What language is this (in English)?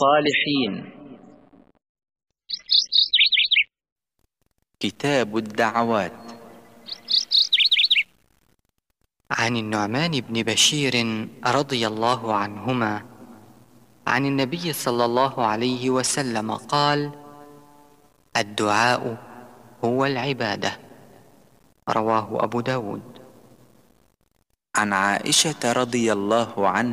Arabic